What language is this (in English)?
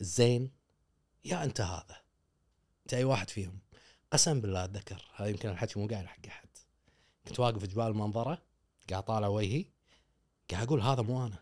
Gulf Arabic